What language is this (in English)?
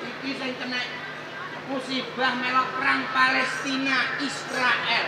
Javanese